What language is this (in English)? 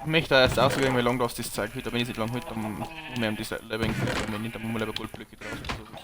Bavarian